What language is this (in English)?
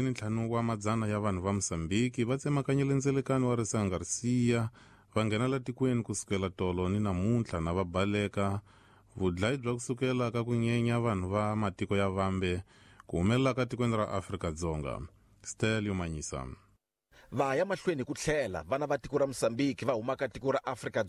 Tsonga